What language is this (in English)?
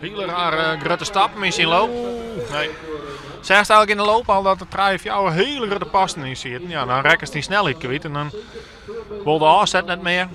Western Frisian